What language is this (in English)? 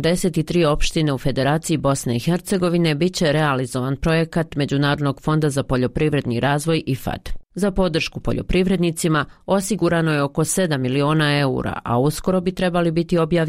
Bosnian